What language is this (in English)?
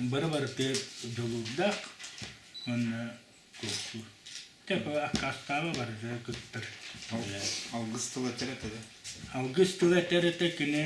Yakut